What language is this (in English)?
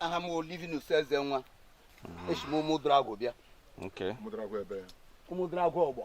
Igbo